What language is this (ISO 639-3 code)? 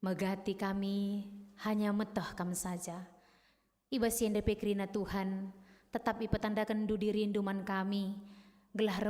btx